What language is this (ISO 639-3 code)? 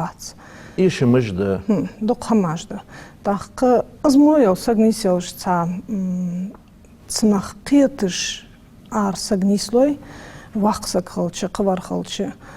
inh